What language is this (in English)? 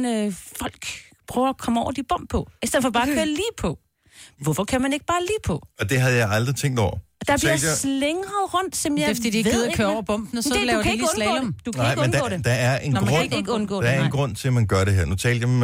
Danish